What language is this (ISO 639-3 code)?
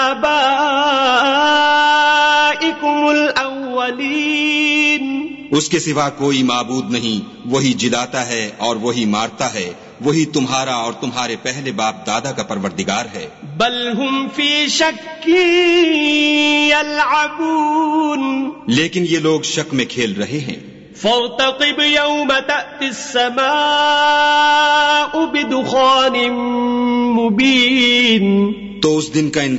urd